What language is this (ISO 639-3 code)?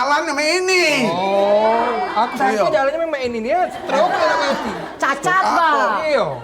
mui